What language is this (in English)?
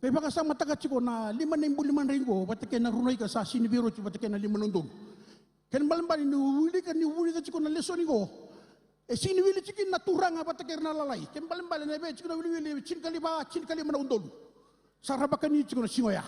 Fijian